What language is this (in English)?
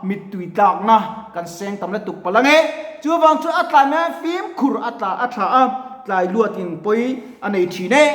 Mizo